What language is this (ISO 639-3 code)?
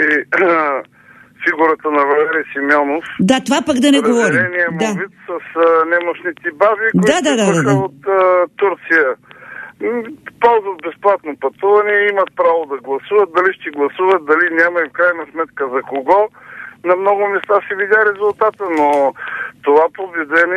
bul